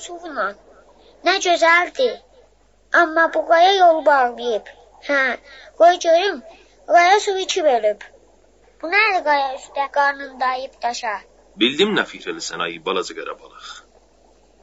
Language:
South Azerbaijani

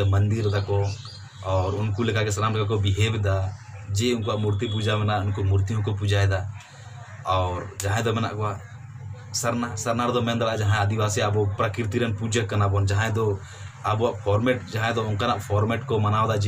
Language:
Santali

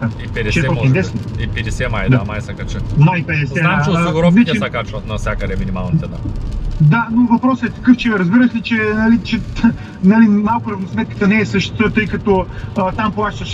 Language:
Bulgarian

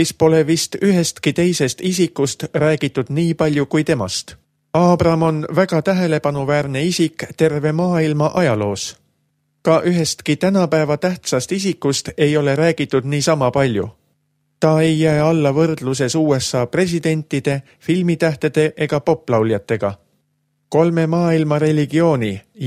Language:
Estonian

